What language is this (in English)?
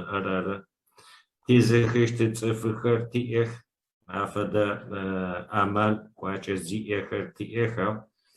Adyghe